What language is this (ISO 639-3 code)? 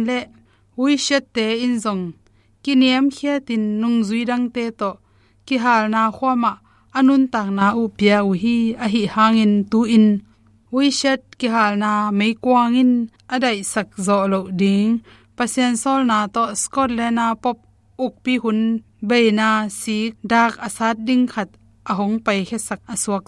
ctd